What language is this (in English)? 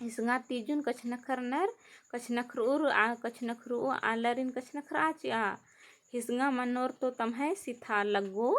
Kurukh